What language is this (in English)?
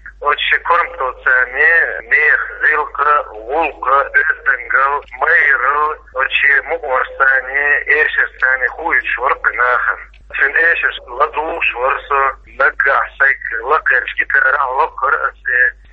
Chechen